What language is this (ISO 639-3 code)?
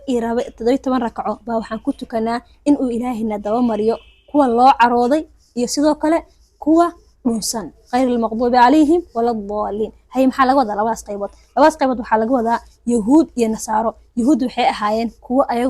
som